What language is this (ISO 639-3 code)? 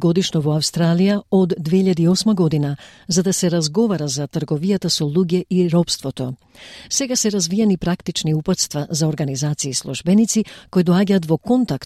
mkd